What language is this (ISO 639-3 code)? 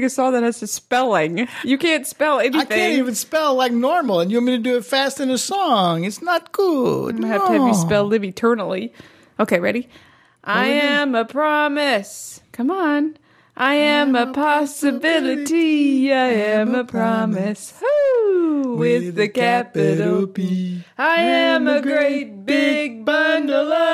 eng